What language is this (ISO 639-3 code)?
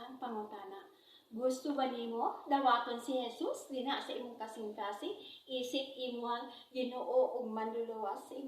ceb